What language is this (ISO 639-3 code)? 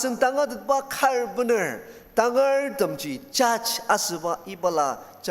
njo